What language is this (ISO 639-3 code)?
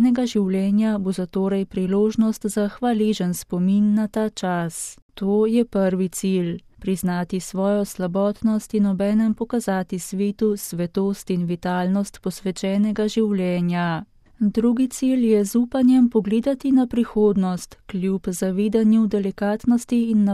slv